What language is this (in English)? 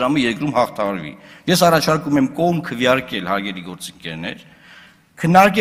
Armenian